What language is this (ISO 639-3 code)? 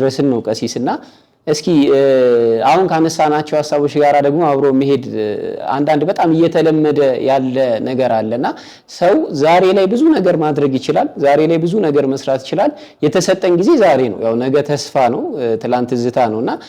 amh